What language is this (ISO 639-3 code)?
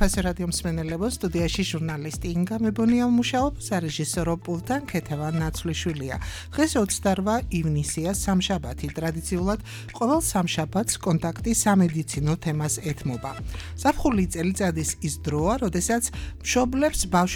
kat